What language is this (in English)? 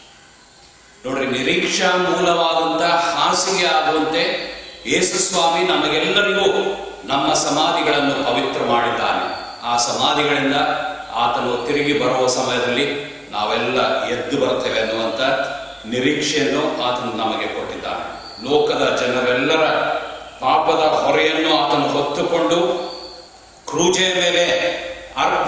Kannada